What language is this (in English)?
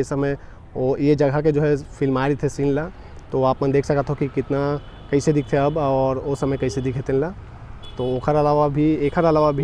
Chhattisgarhi